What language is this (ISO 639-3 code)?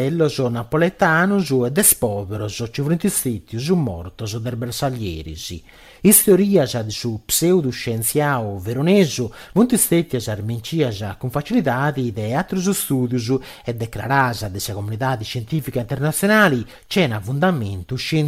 srd